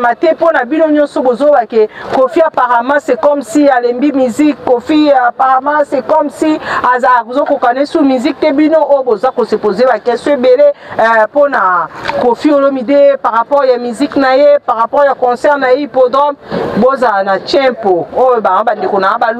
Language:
Lingala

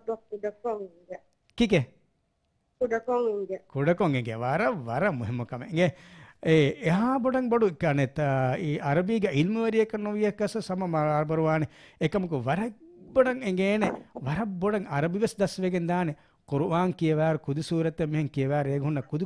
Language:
Divehi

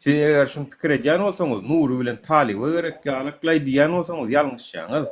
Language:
Turkmen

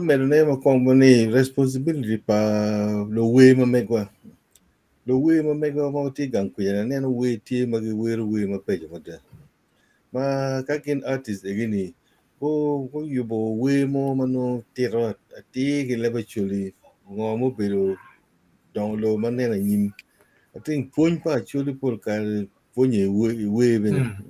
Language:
Acoli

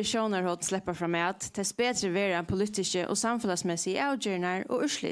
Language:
Faroese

